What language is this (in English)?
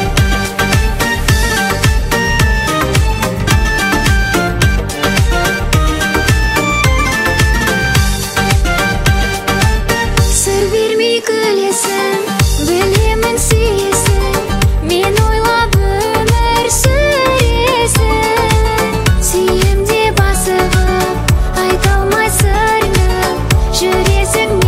Kazakh